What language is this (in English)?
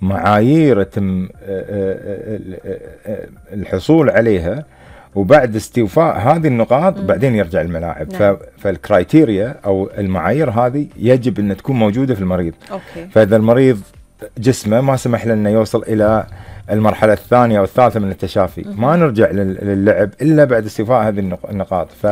Gulf Arabic